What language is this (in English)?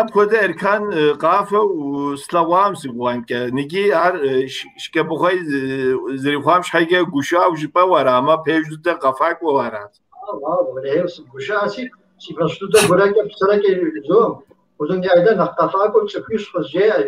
Kabardian